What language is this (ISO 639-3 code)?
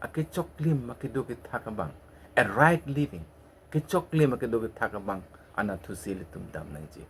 mjw